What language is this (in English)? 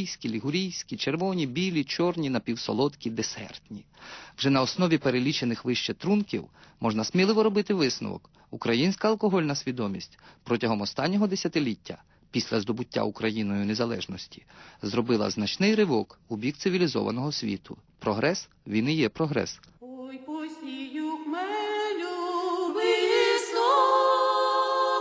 Ukrainian